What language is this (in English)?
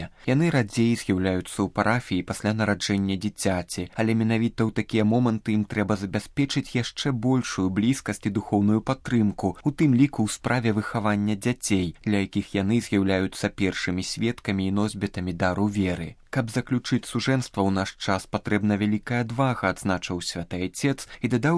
Belarusian